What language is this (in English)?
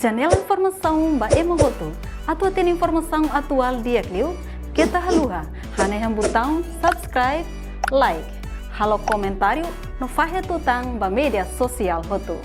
Tetum